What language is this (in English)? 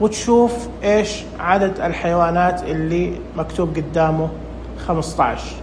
Najdi Arabic